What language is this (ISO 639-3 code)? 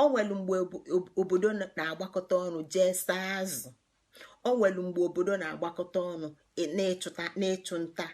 ibo